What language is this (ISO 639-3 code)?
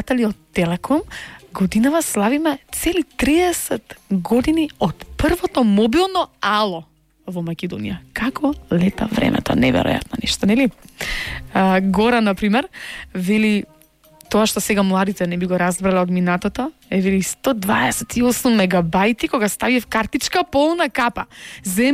mkd